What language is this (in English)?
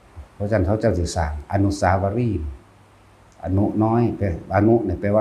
Northeastern Thai